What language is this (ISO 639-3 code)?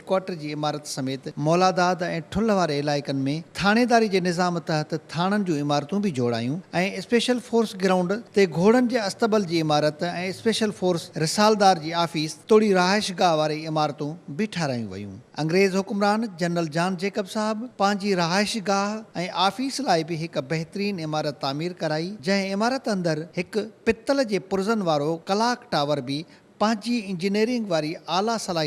snd